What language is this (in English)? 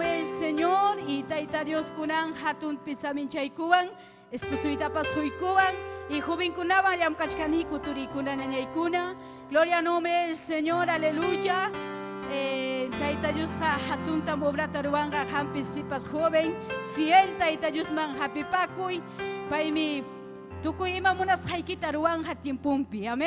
Ayacucho Quechua